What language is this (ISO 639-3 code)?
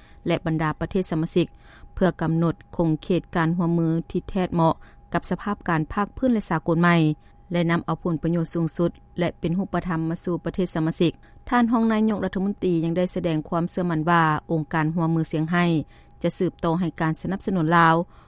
lao